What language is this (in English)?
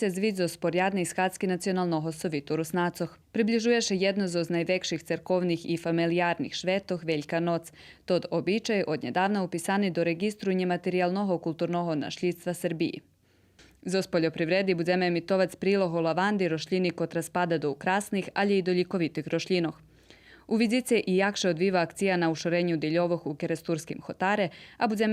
Rusyn